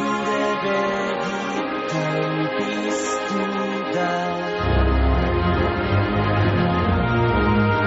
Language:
Basque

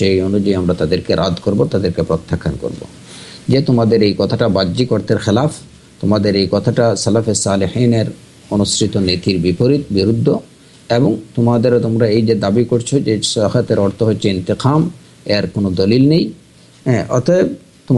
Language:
Bangla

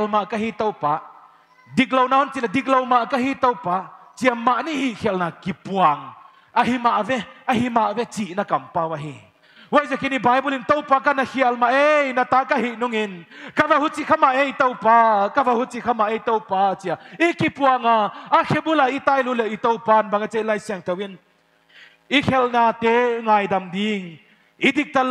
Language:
Paite Chin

